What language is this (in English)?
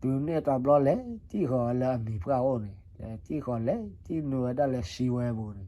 S'gaw Karen